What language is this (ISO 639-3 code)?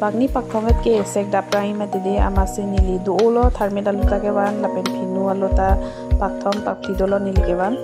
mjw